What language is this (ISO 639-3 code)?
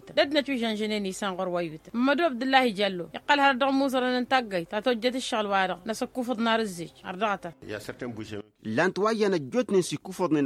taq